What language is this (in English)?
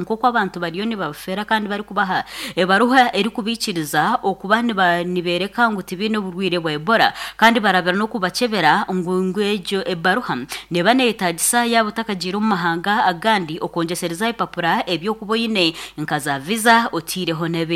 Nyankole